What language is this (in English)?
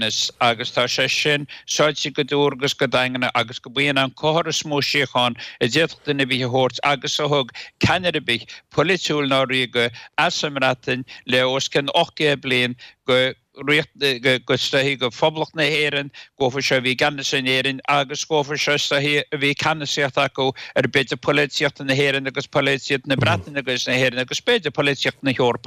Irish